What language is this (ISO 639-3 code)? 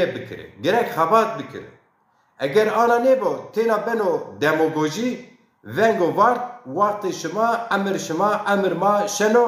zza